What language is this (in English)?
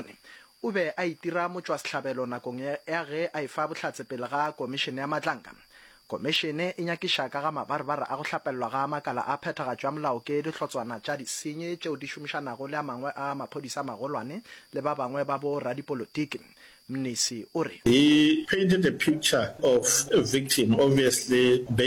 Northern Sotho